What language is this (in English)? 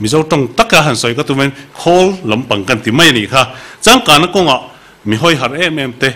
Mizo